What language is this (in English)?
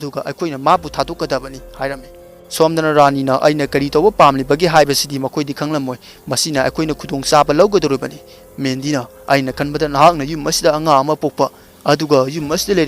Manipuri